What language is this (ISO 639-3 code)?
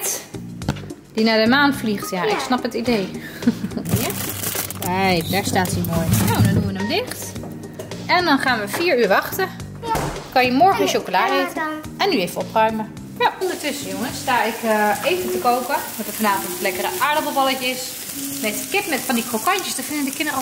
nld